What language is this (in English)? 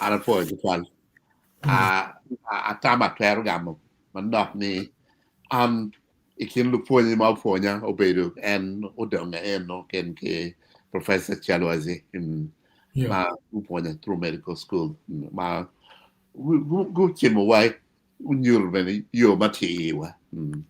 Acoli